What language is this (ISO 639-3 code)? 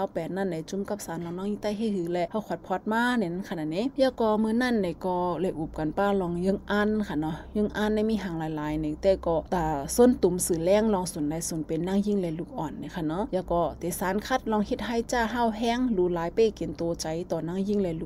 shn